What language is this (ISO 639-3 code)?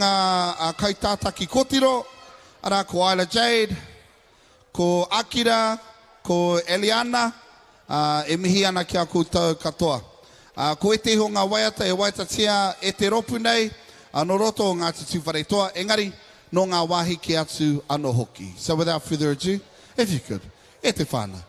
mri